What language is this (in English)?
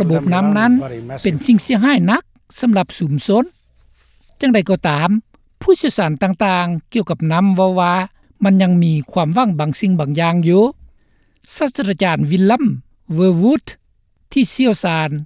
Lao